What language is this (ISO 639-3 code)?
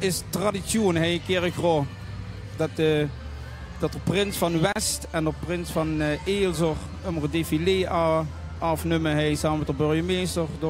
lim